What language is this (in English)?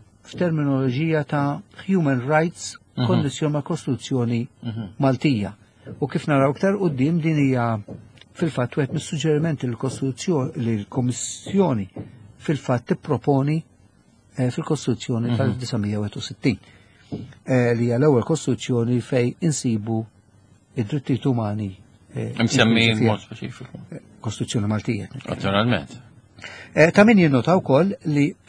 Maltese